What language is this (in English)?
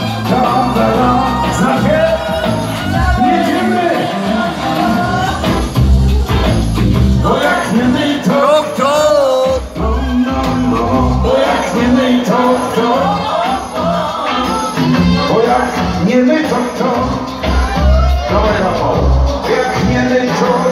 Polish